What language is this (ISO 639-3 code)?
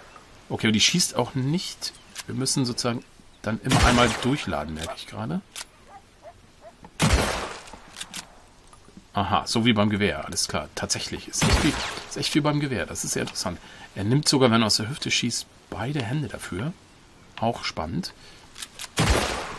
deu